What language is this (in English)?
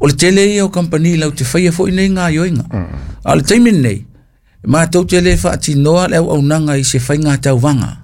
Samoan